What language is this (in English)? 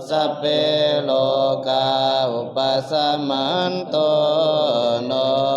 Pali